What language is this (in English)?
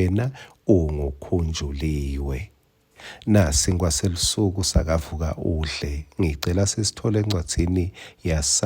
Swati